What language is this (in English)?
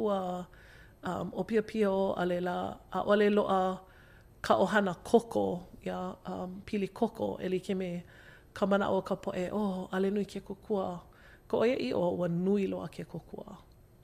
Hawaiian